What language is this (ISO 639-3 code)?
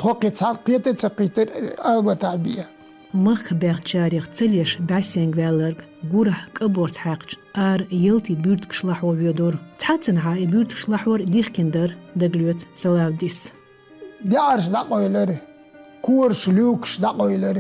che